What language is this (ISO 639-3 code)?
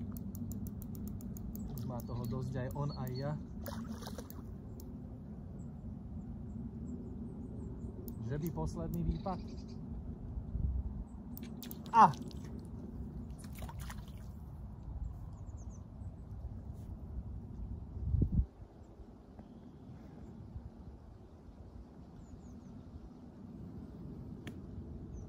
slk